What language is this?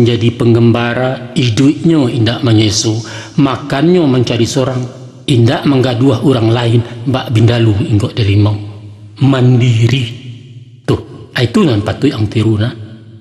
Minangkabau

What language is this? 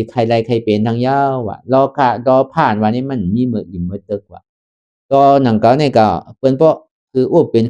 Shan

